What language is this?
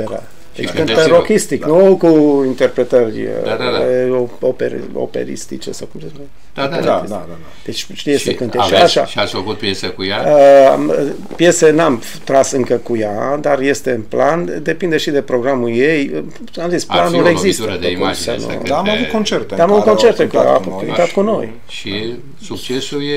Romanian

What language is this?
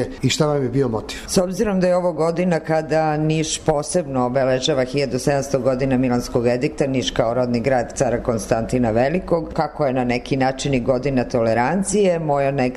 Serbian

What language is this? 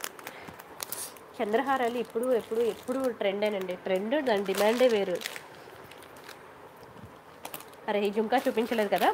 Telugu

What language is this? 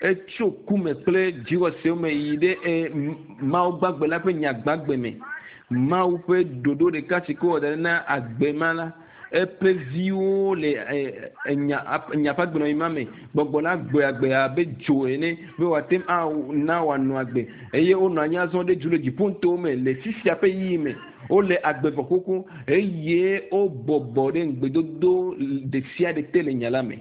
Ewe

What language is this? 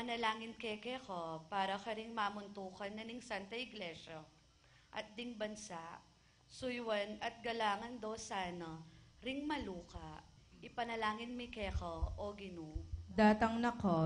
Pampanga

